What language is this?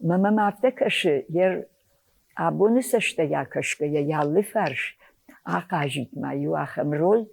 Ossetic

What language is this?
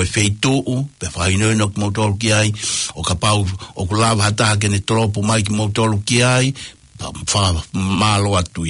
Tongan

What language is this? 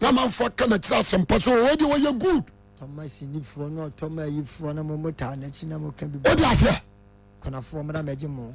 Akan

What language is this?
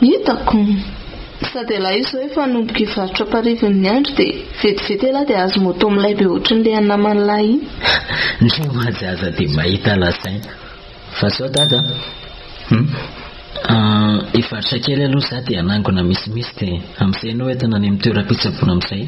Malagasy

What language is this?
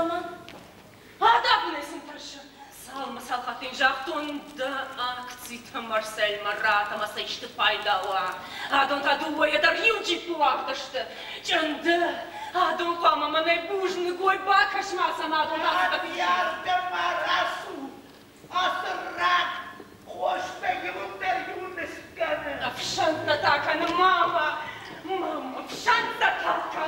Ossetic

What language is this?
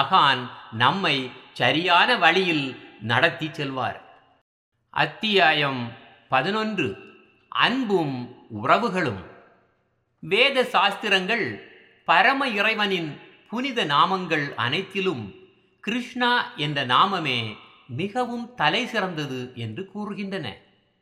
Tamil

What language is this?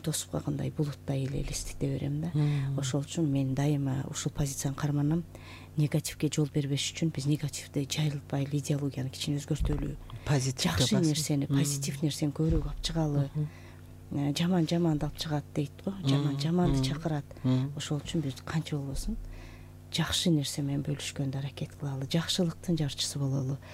Kyrgyz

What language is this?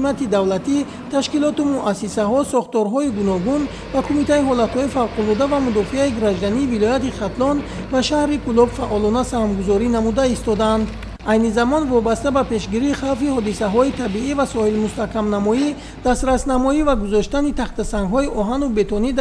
Tajik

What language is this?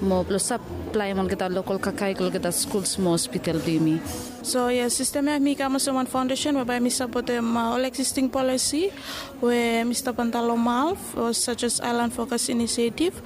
Bislama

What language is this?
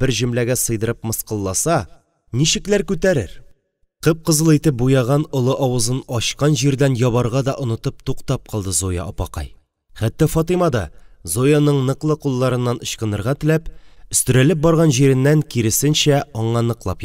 Tatar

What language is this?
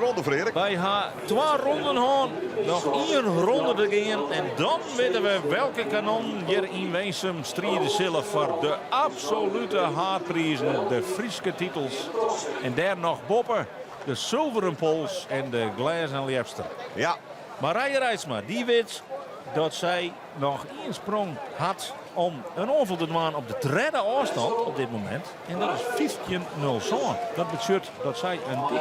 Western Frisian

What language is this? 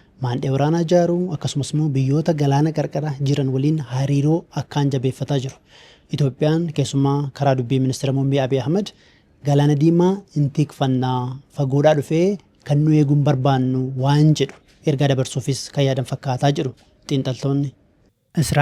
Oromo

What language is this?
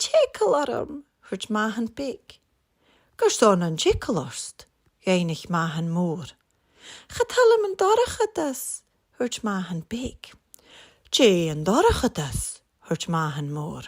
Scottish Gaelic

